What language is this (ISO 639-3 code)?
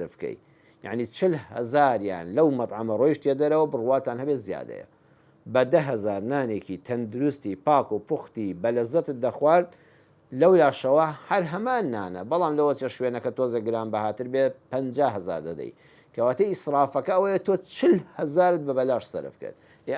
ckb